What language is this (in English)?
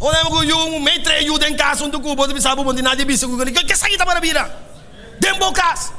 Papiamento